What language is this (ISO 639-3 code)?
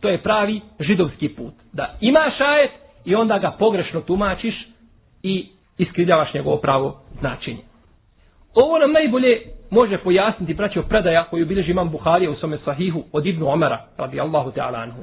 bos